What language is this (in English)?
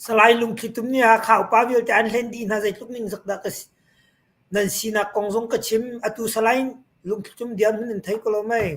Hakha Chin